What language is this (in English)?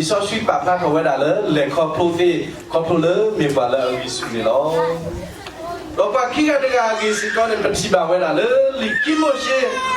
S'gaw Karen